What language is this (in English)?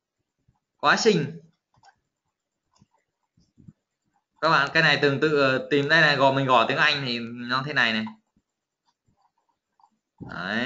Vietnamese